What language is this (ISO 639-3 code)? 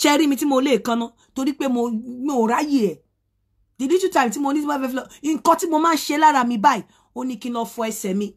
yor